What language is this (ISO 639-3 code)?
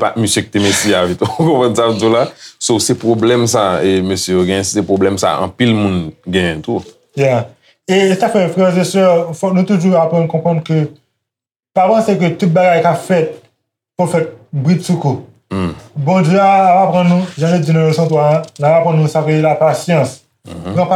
hat